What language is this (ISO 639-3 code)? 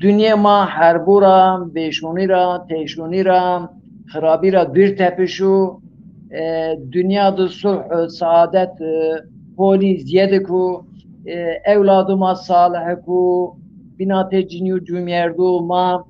zza